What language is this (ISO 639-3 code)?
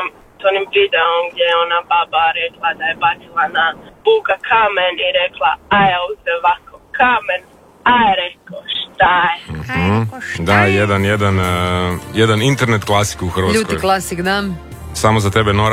hrv